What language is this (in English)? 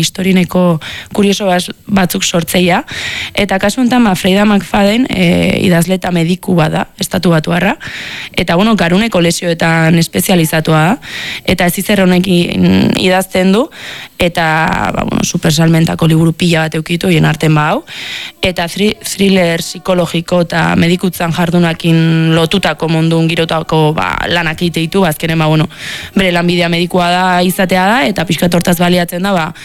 Basque